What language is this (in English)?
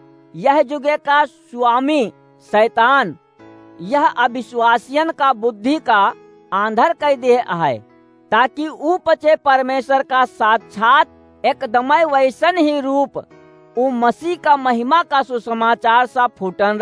Awadhi